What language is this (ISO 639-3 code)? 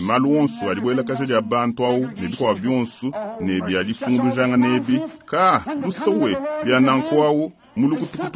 lua